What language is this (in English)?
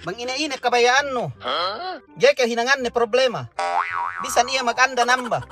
Yakan